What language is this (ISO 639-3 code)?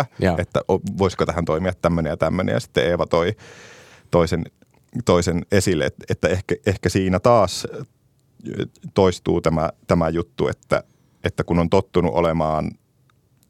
fin